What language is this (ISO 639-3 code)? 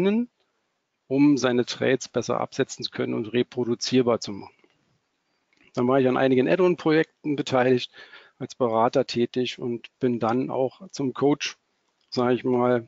deu